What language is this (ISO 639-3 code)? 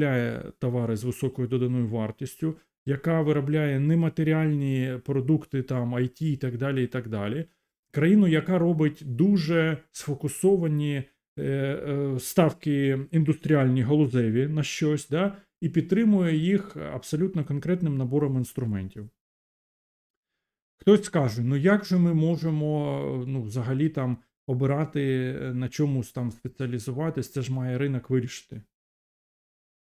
ukr